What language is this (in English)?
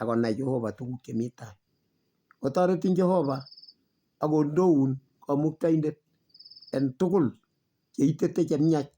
Kalenjin